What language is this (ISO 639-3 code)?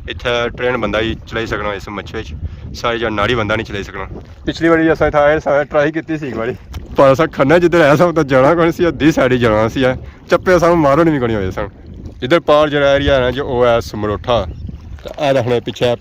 phr